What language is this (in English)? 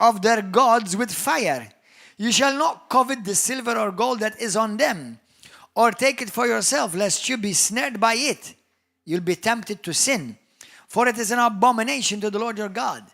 English